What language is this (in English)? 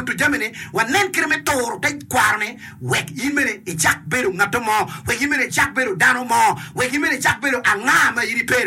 Acoli